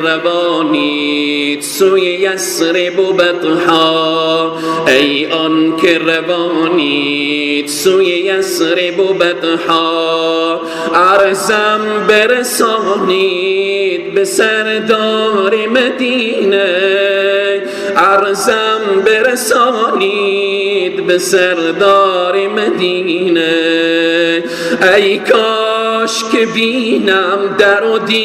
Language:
Persian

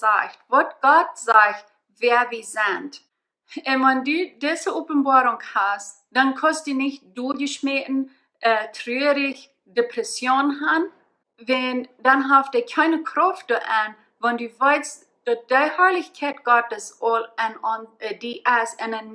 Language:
Plautdietsch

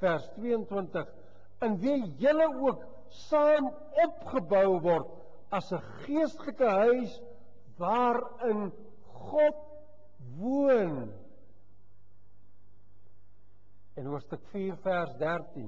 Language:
Afrikaans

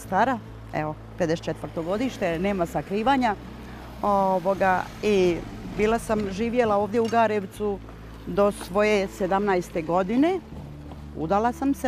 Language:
Bosnian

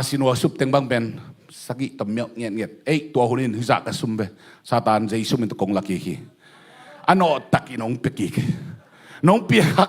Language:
Tedim Chin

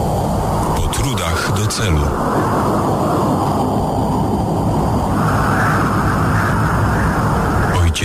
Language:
Polish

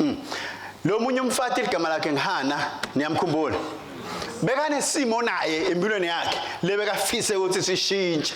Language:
Swati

